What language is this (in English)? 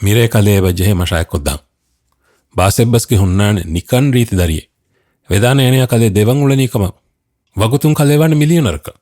Divehi